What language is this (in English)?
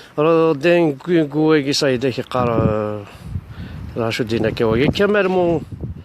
Kabyle